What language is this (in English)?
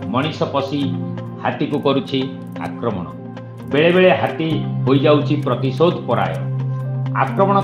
Odia